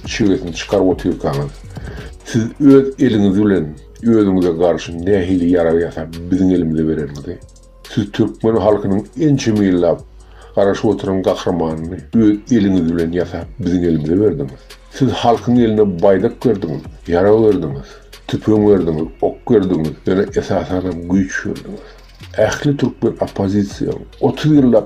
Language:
Turkmen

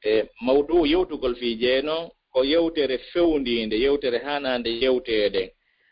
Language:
Fula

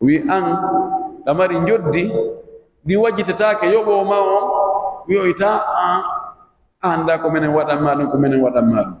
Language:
Pular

